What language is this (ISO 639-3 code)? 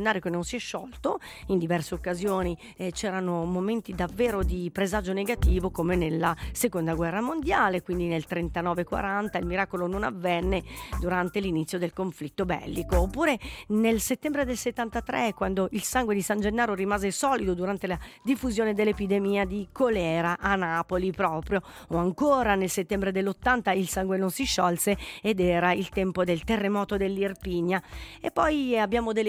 ita